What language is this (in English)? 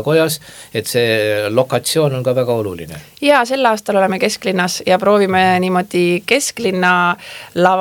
Estonian